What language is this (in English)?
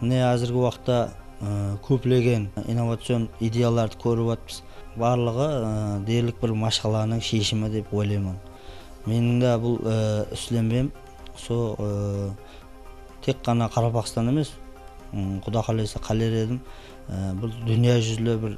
Kara-Kalpak